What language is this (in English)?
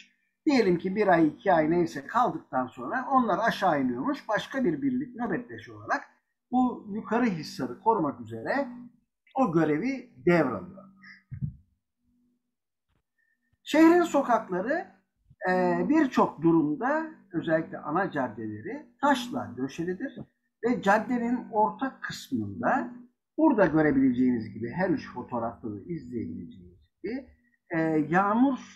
Turkish